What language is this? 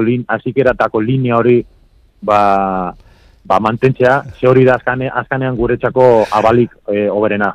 Basque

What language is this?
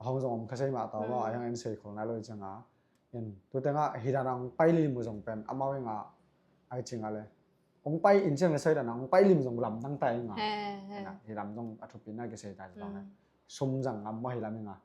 Tedim Chin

